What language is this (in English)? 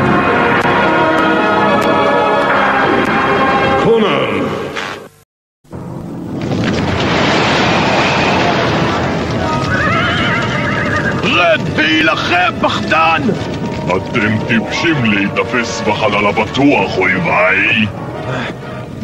Hebrew